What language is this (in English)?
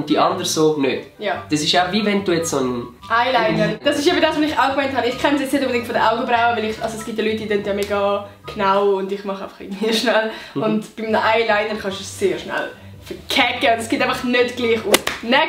Swiss German